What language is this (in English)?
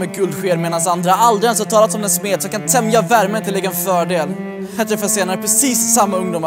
Swedish